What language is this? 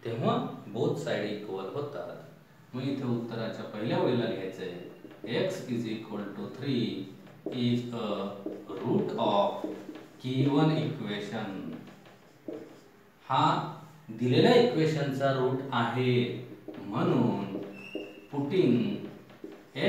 Marathi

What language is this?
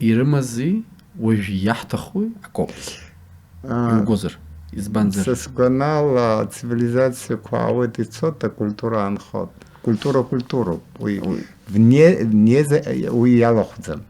Abkhazian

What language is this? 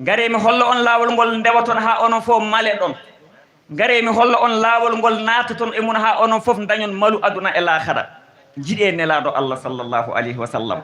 Fula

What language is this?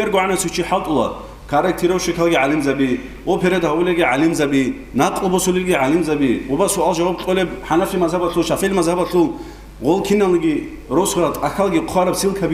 Avaric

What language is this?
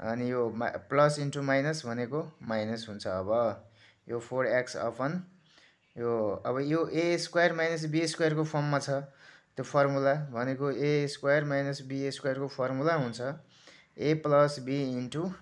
Nepali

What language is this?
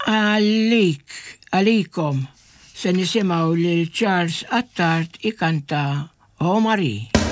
Maltese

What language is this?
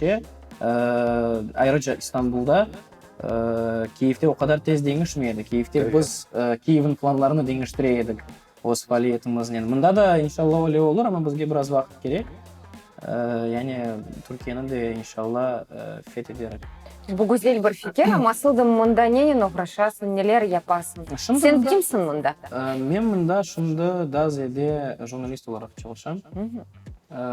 Crimean Tatar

